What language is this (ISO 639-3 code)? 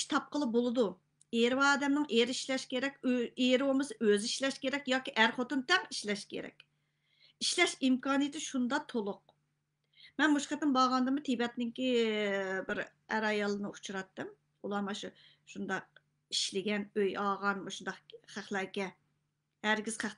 uig